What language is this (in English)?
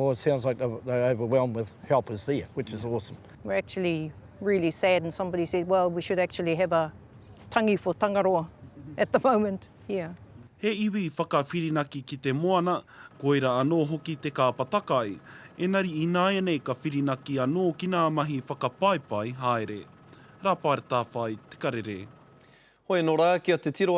Māori